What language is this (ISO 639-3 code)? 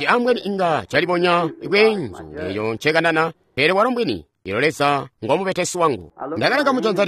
toi